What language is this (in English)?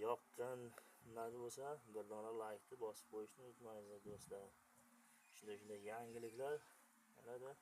Uzbek